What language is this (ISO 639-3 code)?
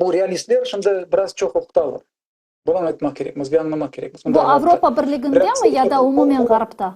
crh